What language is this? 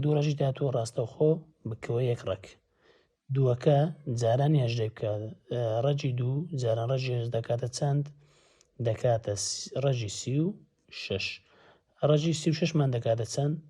Central Kurdish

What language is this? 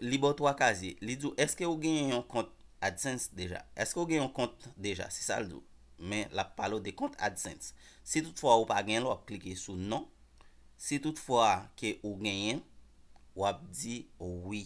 Haitian Creole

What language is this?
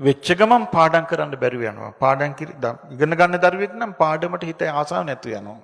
Sinhala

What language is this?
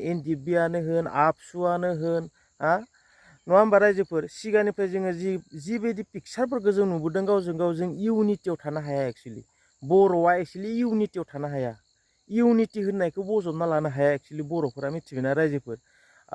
Bodo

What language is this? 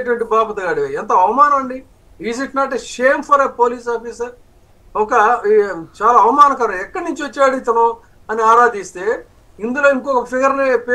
Telugu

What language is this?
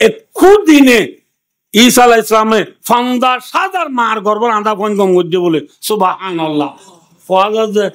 Rohingya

